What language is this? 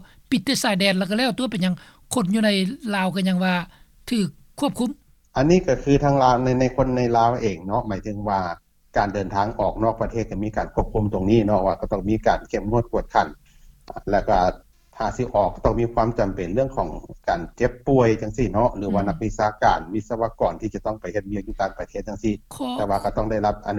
Lao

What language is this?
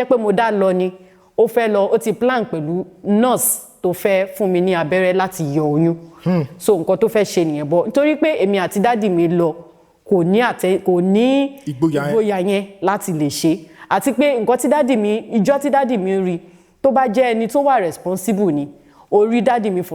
Yoruba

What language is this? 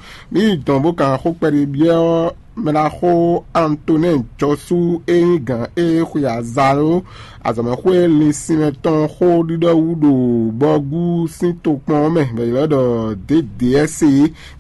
Fon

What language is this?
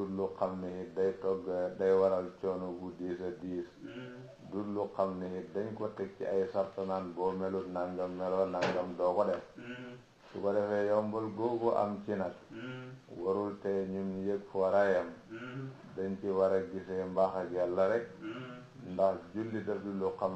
Wolof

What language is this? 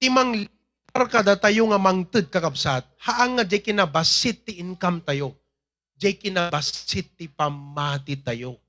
Iloko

